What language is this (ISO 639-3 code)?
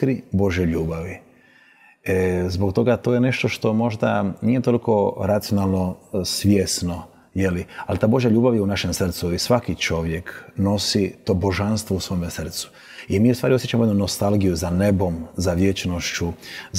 hrv